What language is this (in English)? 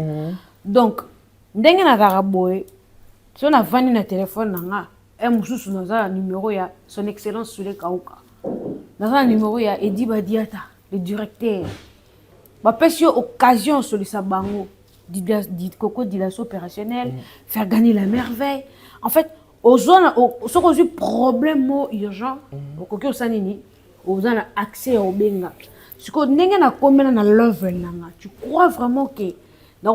Lingala